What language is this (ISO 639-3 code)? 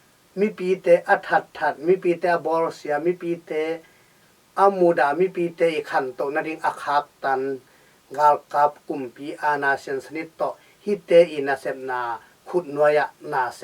ctd